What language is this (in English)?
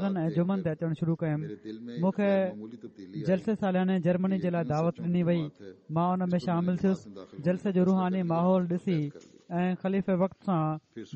Sindhi